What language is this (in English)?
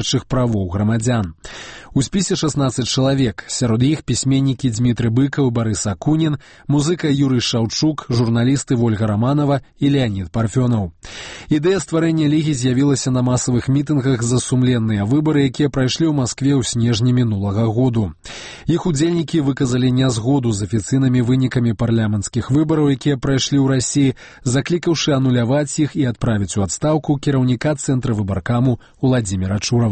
Belarusian